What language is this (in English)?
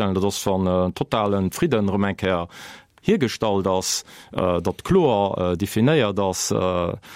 Luxembourgish